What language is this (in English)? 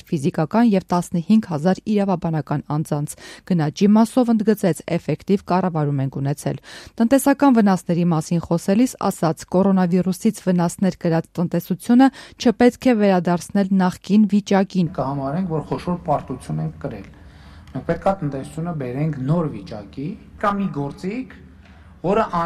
Armenian